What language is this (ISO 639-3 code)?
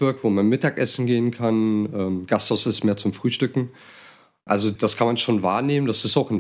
deu